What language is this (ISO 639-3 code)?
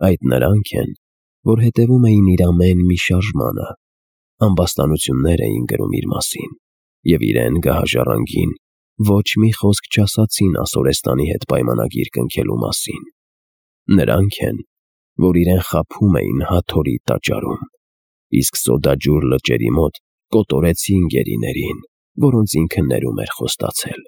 hye